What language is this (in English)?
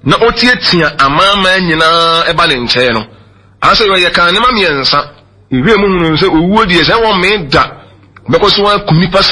Akan